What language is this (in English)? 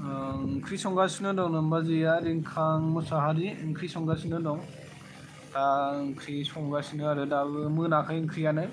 Bodo